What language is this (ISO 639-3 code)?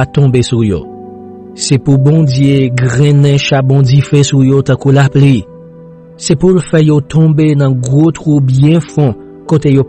hat